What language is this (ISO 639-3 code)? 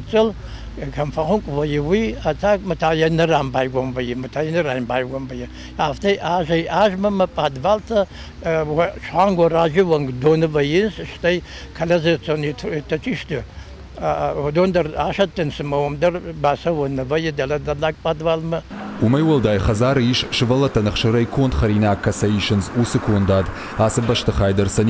oss